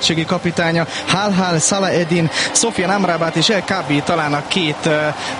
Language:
Hungarian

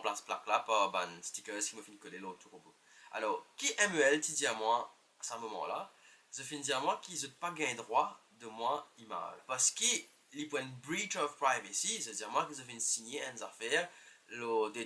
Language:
Morisyen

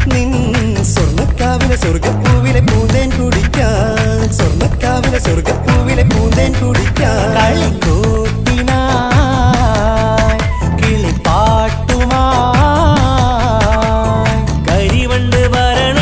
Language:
Malayalam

